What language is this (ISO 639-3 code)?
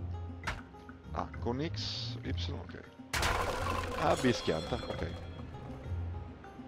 ita